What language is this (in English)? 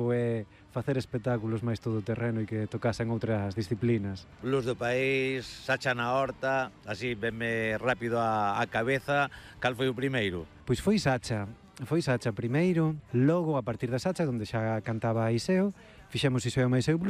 Galician